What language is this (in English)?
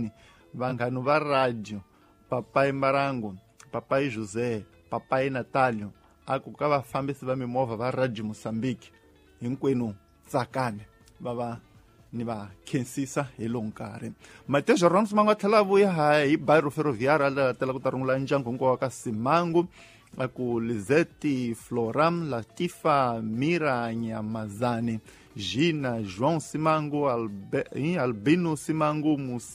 Tsonga